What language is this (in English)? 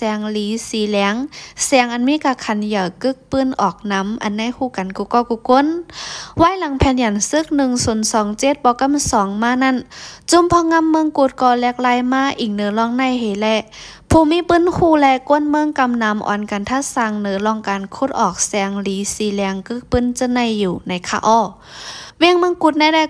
Shan